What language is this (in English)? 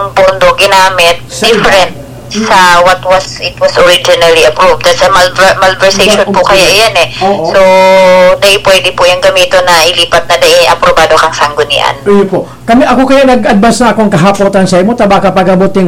Bikol